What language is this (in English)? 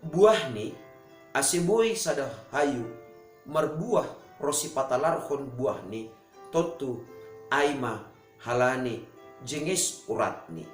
Batak Simalungun